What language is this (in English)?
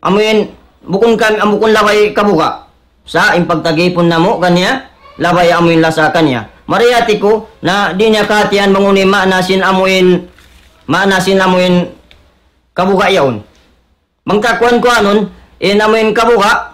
Tausug